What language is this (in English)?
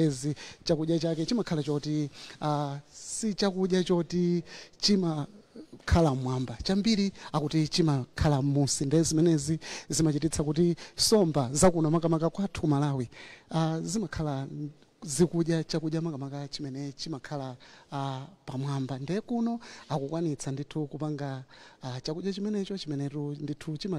Nyanja